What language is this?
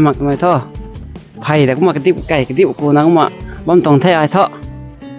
Rongmei Naga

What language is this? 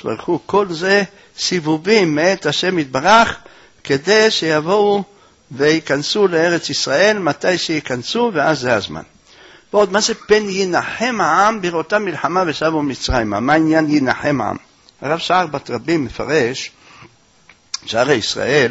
Hebrew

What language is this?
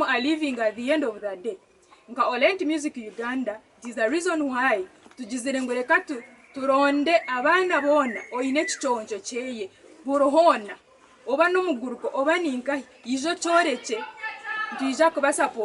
Nyankole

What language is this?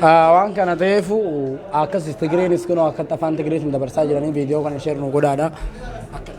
Oromo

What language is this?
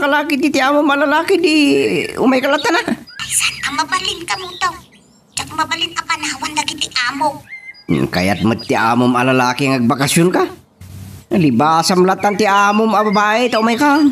Iloko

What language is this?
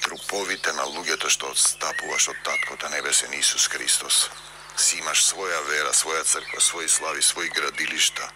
Macedonian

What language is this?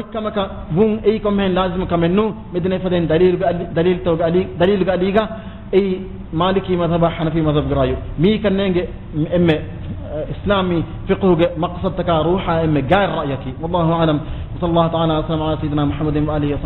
Divehi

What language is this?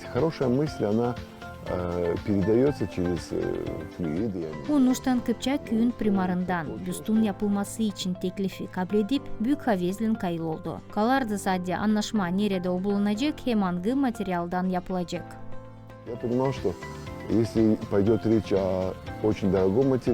Gagauz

